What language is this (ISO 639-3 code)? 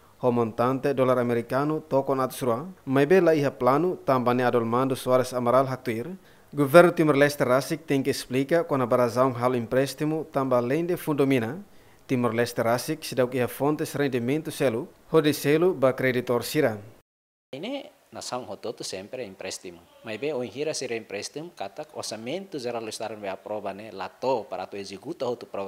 tet